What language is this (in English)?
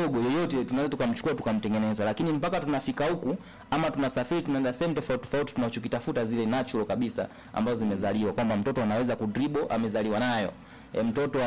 Swahili